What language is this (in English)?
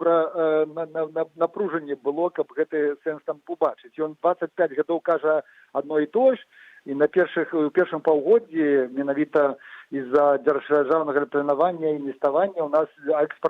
Belarusian